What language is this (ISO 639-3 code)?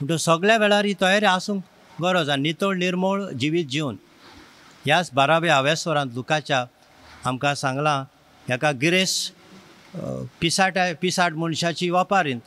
kok